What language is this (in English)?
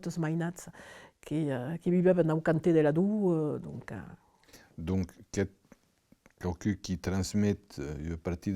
Occitan